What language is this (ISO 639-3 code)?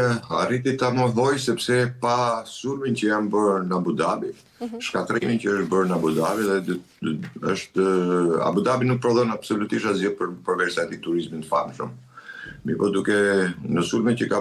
sqi